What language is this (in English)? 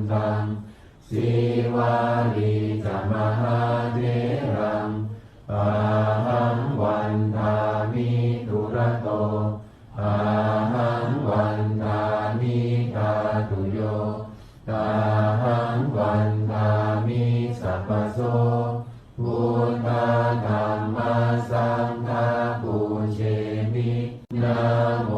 Pali